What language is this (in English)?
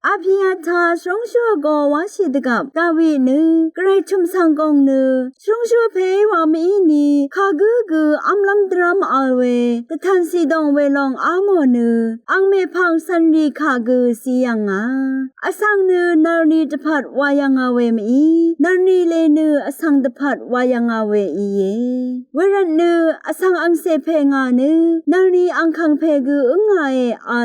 Rawang